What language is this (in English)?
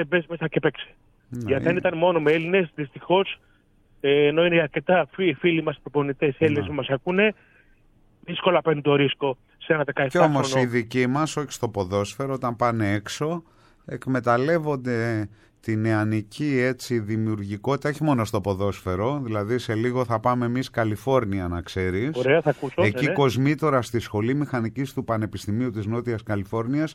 Greek